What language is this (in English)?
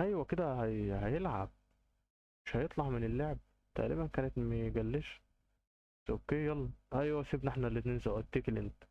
Egyptian Arabic